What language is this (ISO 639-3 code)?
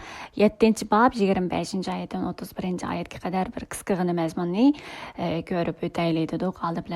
uig